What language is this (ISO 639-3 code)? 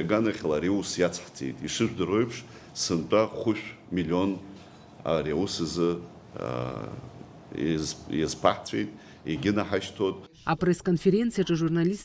abk